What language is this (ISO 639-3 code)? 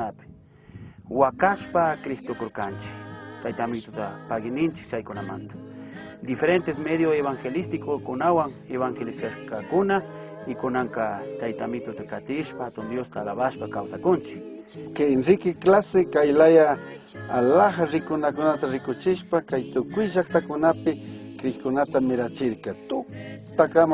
qug